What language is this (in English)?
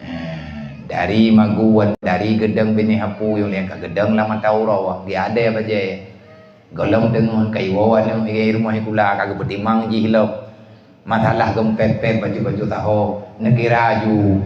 Achinese